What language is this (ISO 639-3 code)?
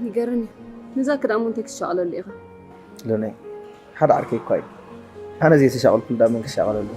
tir